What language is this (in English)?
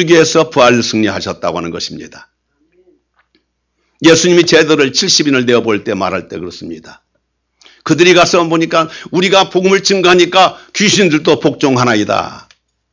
Korean